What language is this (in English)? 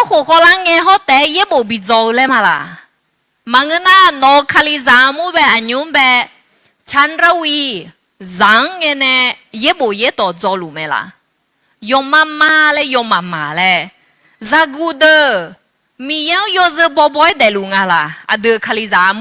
Akha